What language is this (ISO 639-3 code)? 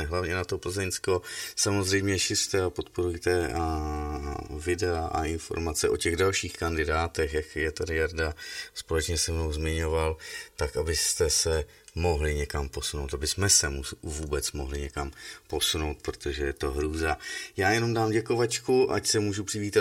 ces